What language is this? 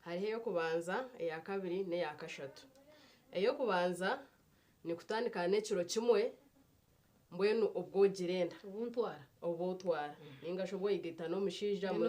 Nyankole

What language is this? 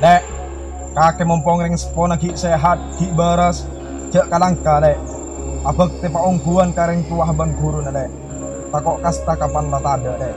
Madurese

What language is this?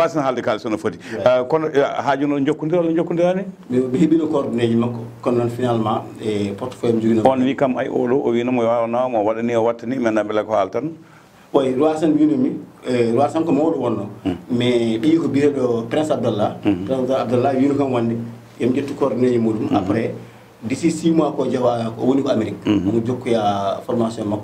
Fula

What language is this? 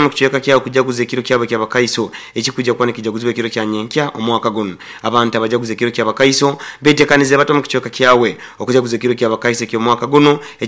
Nyoro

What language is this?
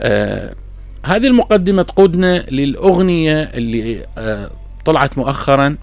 Mesopotamian Arabic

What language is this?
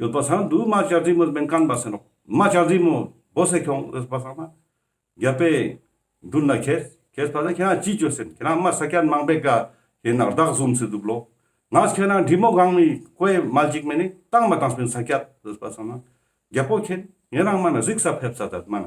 Ladakhi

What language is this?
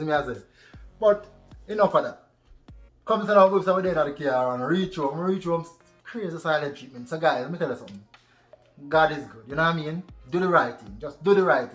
Jamaican Creole English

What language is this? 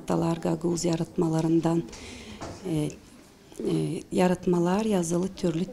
Gagauz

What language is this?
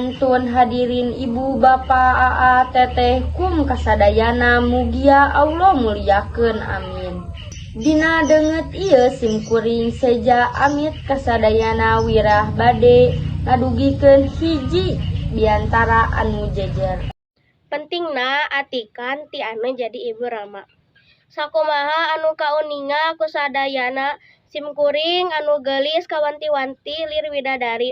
Sundanese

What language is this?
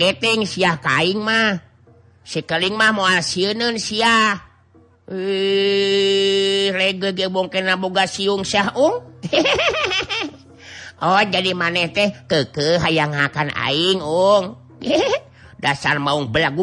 Sundanese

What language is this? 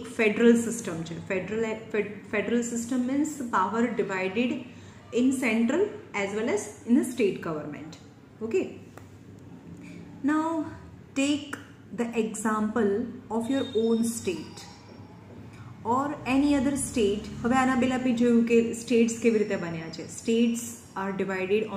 Gujarati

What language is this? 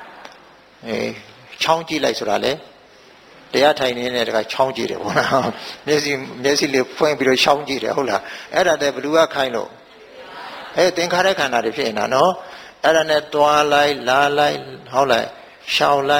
Burmese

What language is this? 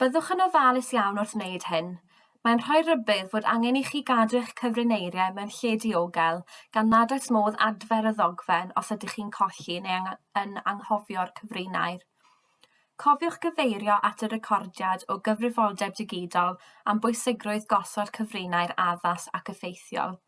Welsh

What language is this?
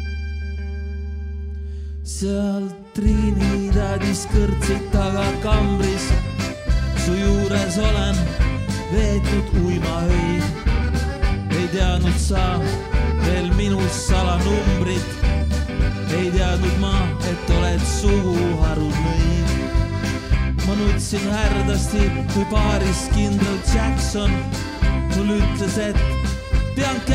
Estonian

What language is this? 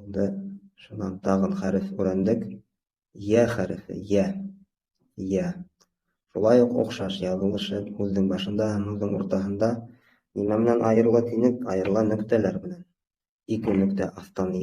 Bashkir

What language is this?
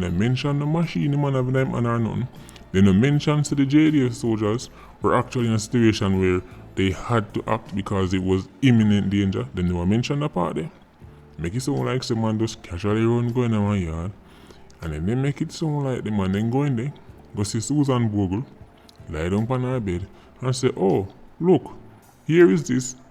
Jamaican Creole English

